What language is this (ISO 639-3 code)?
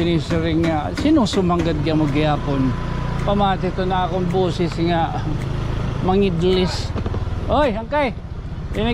war